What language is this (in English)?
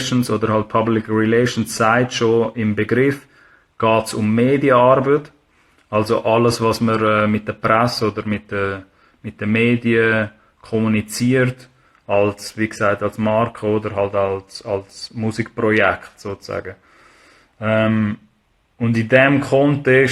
Swiss German